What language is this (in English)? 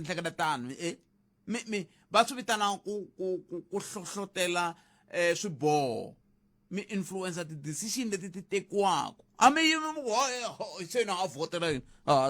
Tsonga